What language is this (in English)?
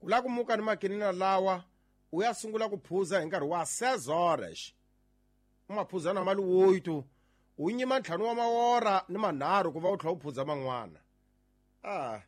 Tsonga